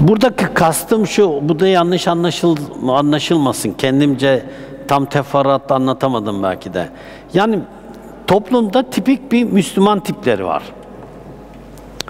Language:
Turkish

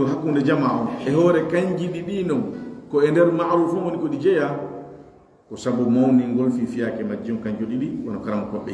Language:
Pular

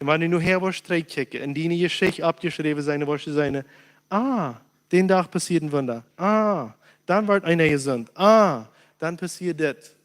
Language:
Plautdietsch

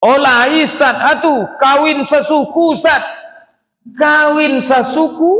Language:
Minangkabau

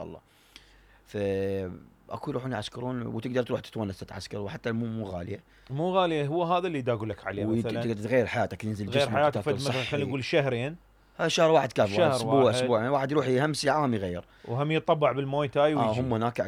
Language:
Mesopotamian Arabic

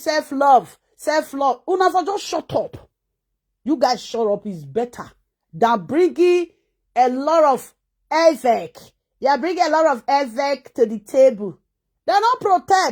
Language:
Nigerian Pidgin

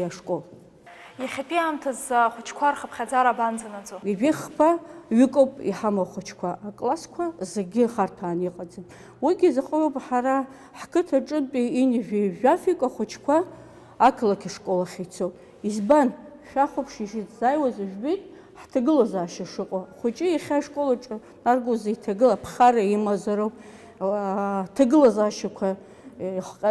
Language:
Abkhazian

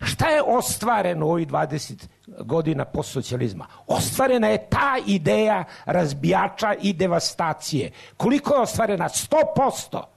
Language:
Serbian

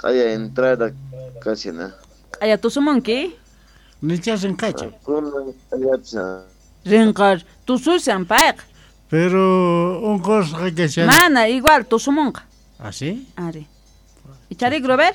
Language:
South Bolivian Quechua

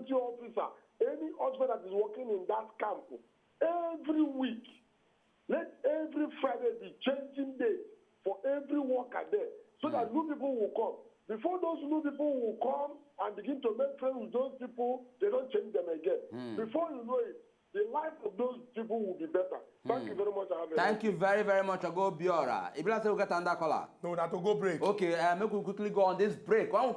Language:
Nigerian Pidgin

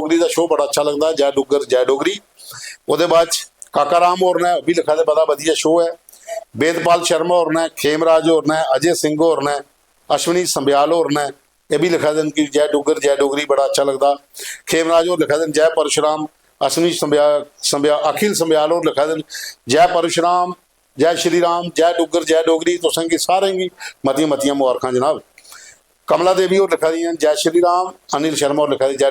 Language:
Dogri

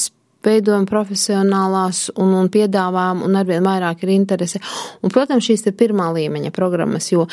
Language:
Latvian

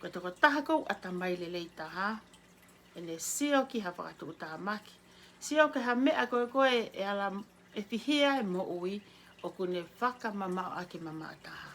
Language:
Tongan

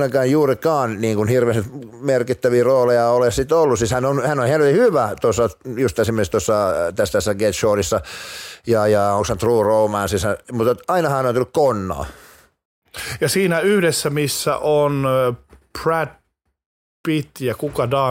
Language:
Finnish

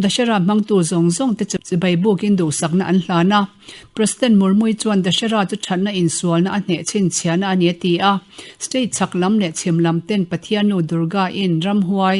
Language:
Mizo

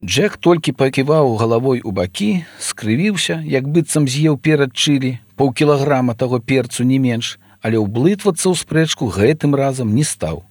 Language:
Belarusian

